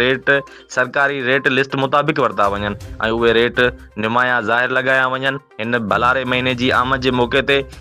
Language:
Sindhi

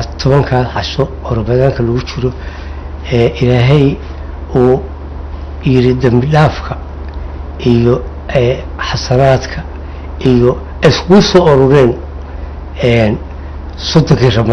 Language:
Somali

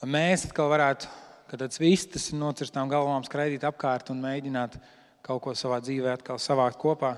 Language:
Latvian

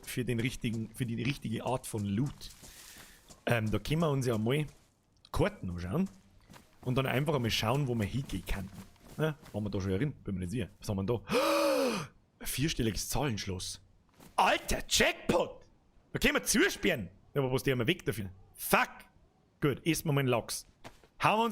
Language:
Bavarian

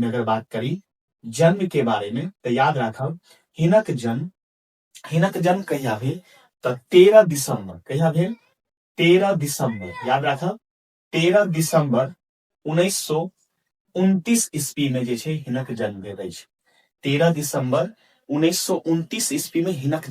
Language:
Maithili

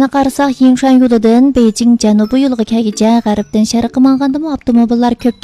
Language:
Uyghur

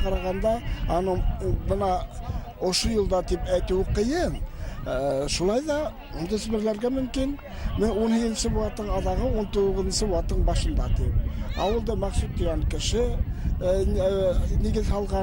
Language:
Bashkir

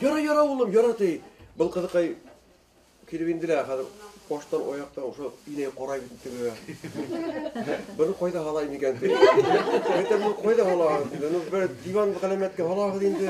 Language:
Bashkir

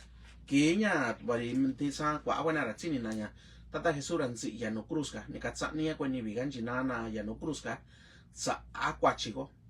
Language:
Mixtepec Mixtec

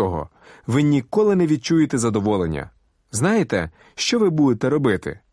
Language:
Ukrainian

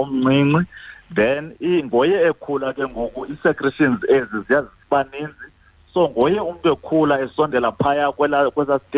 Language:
Xhosa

